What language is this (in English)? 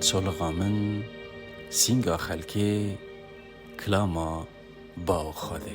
Kurdish